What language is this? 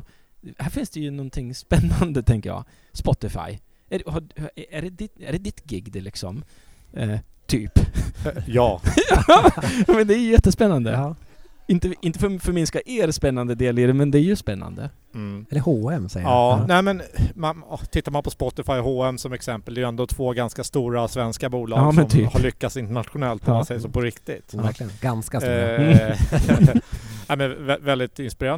Swedish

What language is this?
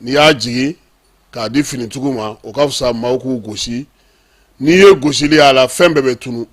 Bambara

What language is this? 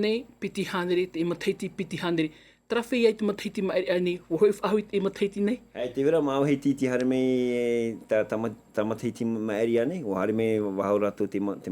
Tahitian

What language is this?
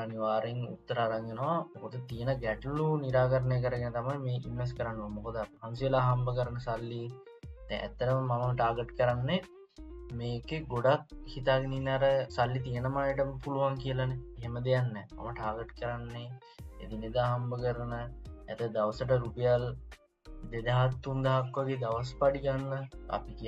Sinhala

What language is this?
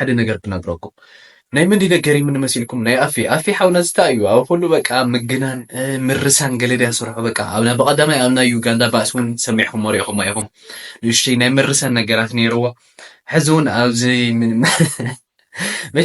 Tigrinya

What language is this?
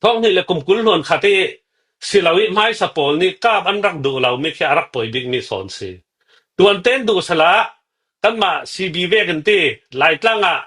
Hakha Chin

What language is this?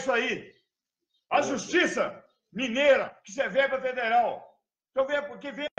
Portuguese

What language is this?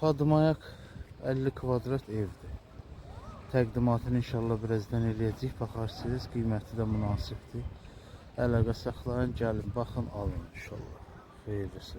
Azerbaijani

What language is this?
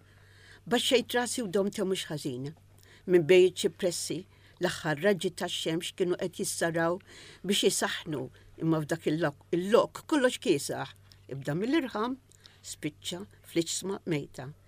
Maltese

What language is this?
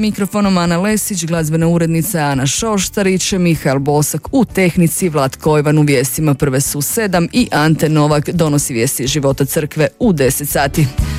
Croatian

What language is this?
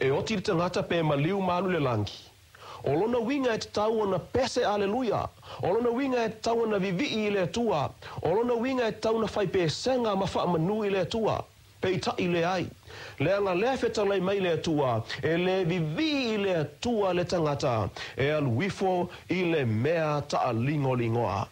Samoan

